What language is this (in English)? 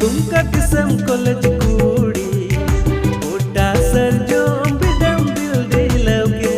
Santali